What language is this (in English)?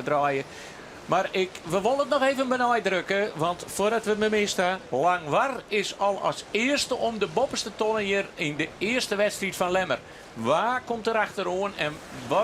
Western Frisian